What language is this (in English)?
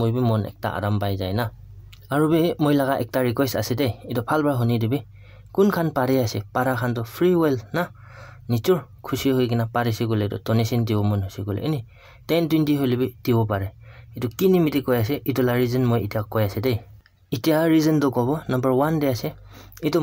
Naga Pidgin